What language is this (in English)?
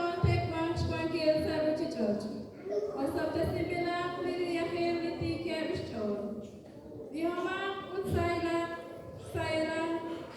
Kekchí